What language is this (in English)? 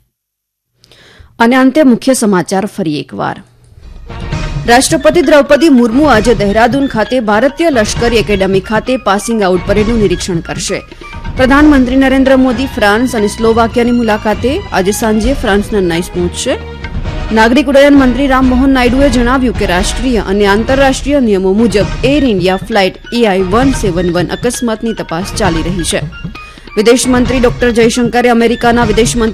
Gujarati